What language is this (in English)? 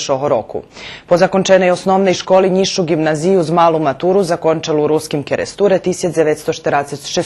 Rusyn